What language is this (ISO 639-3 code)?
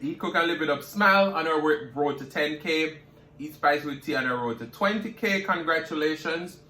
jam